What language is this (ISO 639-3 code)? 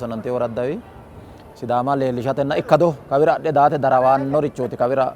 sid